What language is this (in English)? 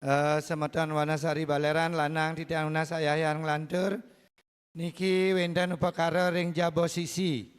Balinese